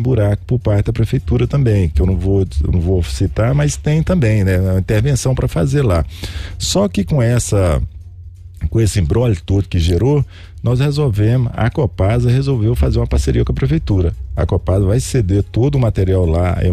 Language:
Portuguese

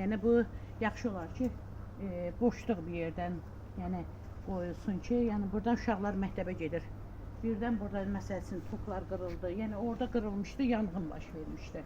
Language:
Azerbaijani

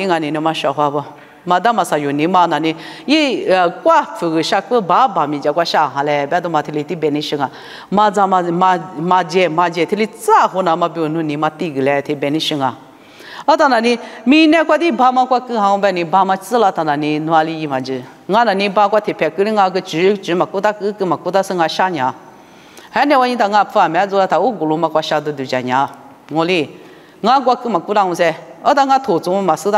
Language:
Lisu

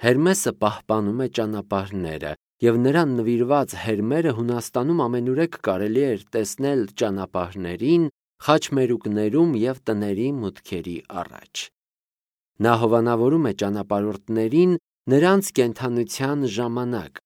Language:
Armenian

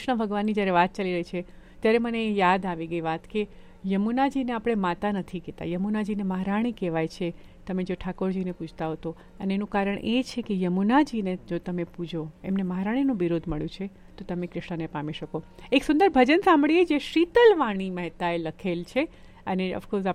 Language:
Gujarati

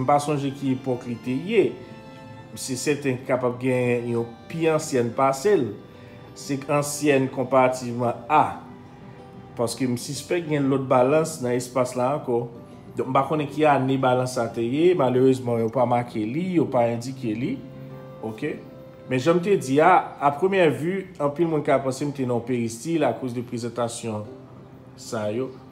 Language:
Haitian Creole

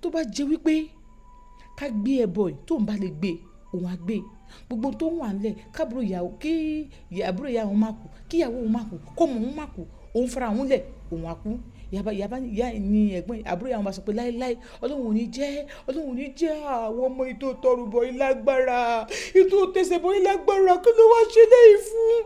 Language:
Yoruba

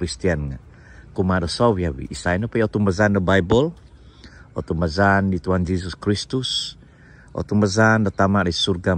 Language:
Central Dusun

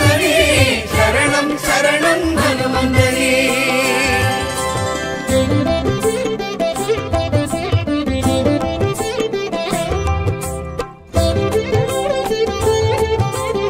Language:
Tamil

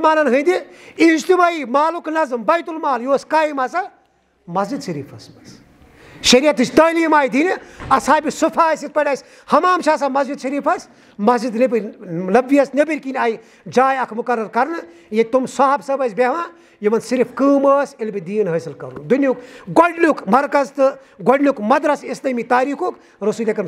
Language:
Kashmiri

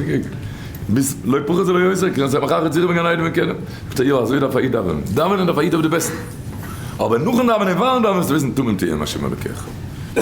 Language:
Yiddish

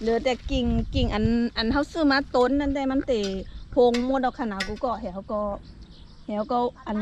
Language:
Shan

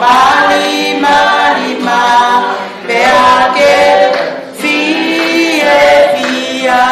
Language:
Tongan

